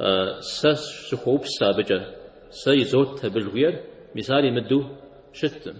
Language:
Kabardian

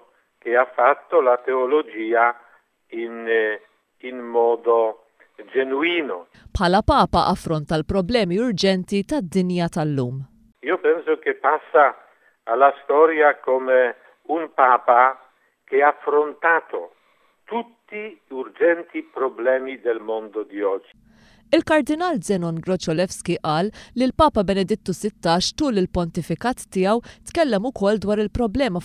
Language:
Maltese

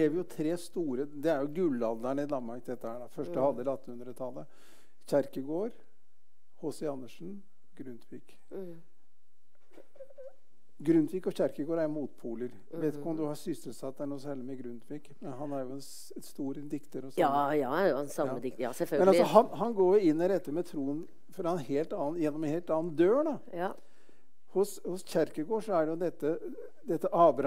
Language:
Norwegian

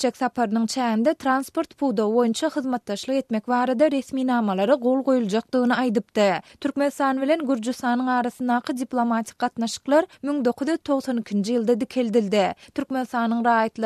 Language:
Turkmen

